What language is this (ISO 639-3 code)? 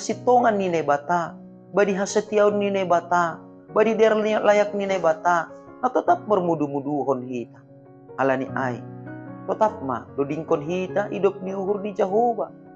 bts